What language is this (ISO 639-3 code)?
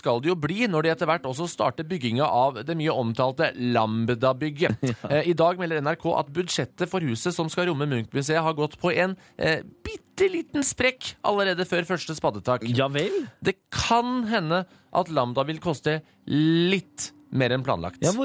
nor